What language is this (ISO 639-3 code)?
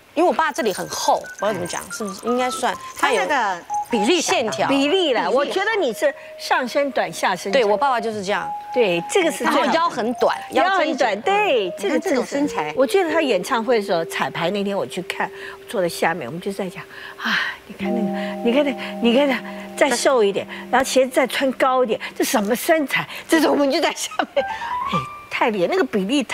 zho